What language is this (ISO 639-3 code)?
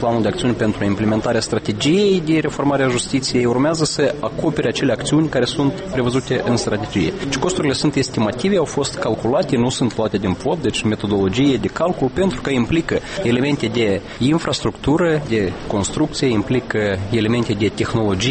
ron